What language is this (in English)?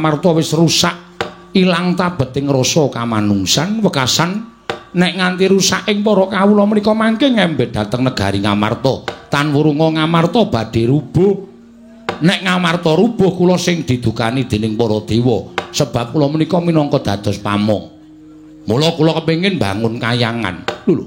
Javanese